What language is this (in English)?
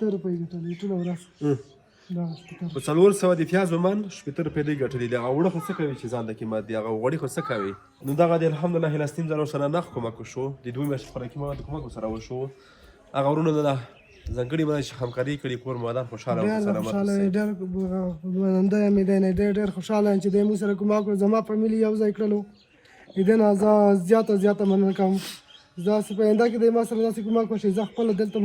Pashto